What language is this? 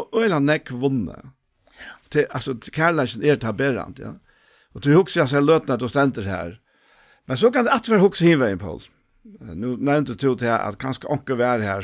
Faroese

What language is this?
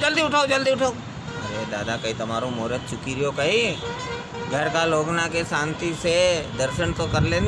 Rajasthani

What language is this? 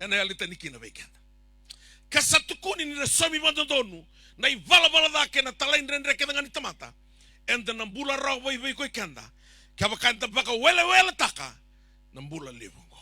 Fijian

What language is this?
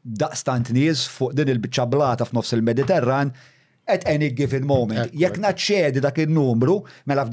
Maltese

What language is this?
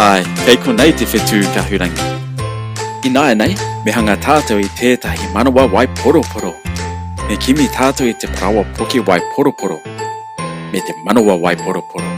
Māori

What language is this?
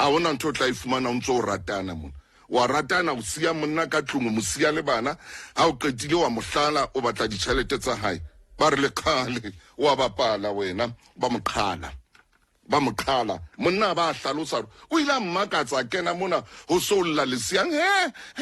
Southern Sotho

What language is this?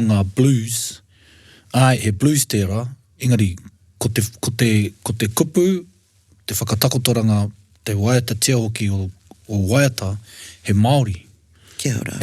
Māori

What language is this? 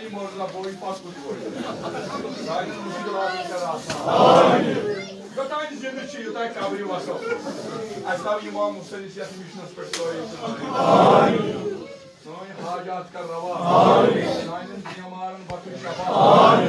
Kashmiri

